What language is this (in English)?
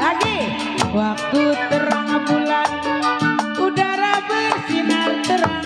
Betawi